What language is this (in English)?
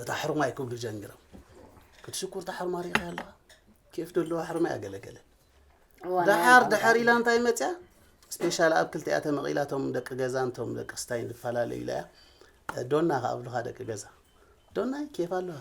Tigrinya